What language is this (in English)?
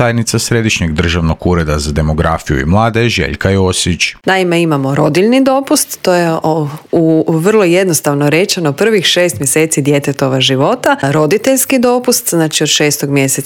Croatian